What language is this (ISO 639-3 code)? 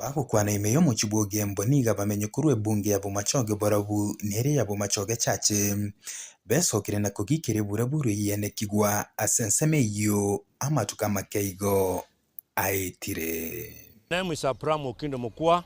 guz